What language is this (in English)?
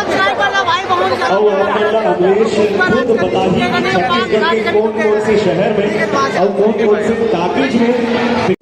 Chhattisgarhi